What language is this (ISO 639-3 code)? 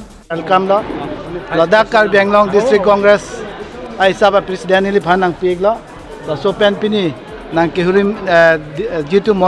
mjw